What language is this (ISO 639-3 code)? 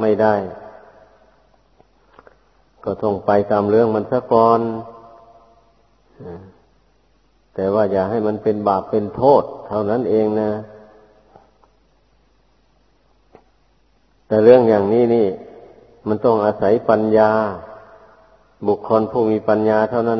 tha